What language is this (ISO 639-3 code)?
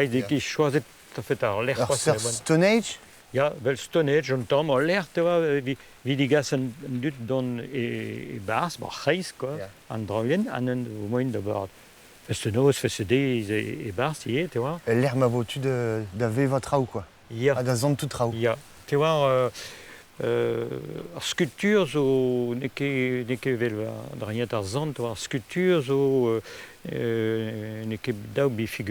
bre